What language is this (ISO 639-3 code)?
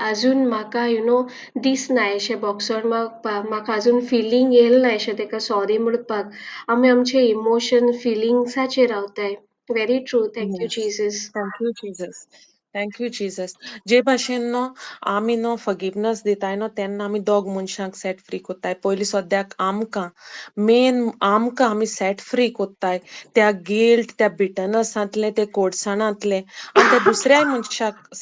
kok